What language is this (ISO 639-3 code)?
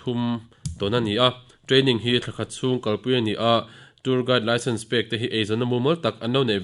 lus